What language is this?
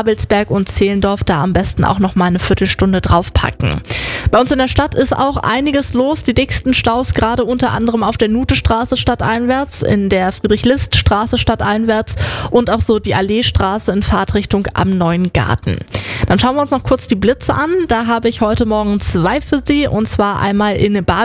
German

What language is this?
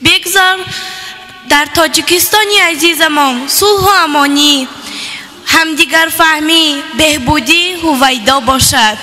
Tajik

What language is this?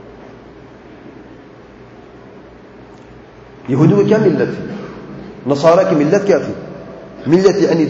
Urdu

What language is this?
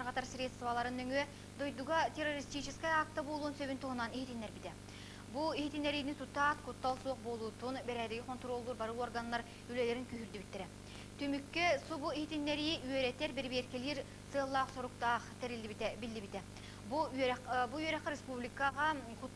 Yakut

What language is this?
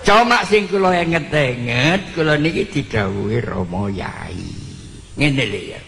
Javanese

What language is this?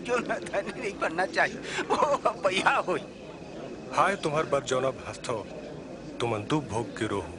Chhattisgarhi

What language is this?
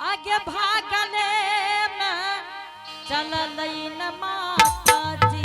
Angika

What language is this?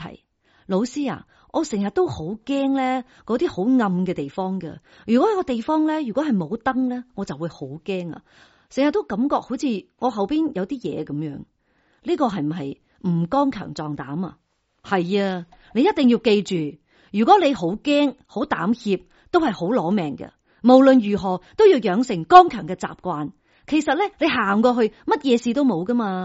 Cantonese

